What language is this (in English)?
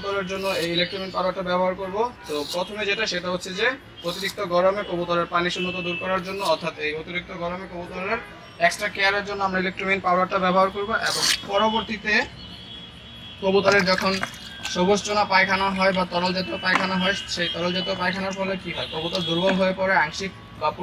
Bangla